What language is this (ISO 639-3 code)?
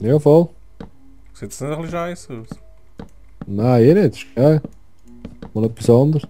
gsw